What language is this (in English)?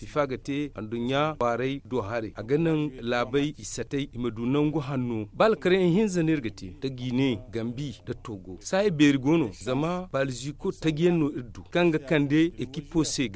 Zarma